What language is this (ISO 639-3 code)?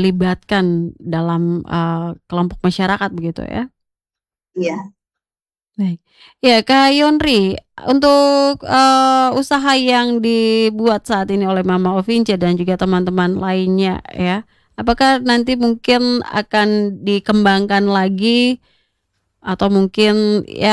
ind